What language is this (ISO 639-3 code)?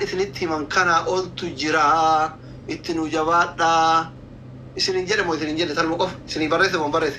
orm